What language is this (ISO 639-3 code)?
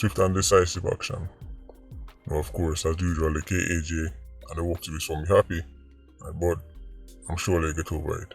jam